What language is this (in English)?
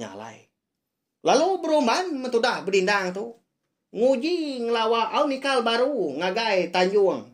Iban